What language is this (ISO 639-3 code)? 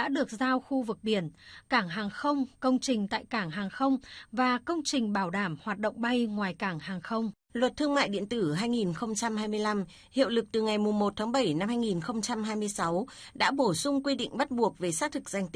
vie